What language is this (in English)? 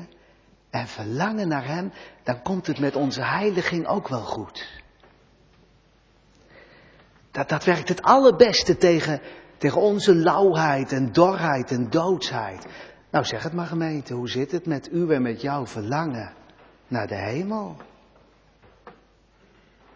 Dutch